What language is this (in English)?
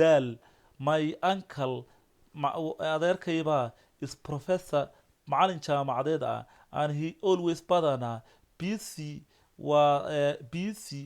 Somali